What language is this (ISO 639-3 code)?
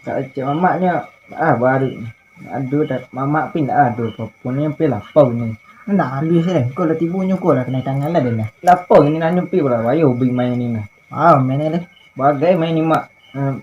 min